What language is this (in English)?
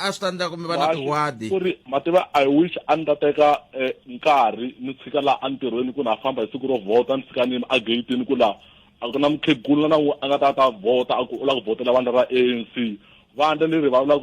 Tsonga